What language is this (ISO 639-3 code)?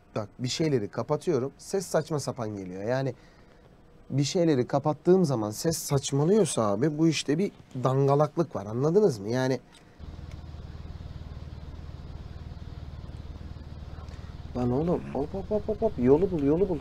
tur